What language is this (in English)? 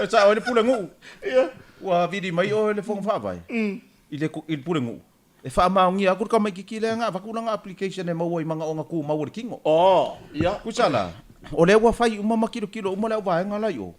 Samoan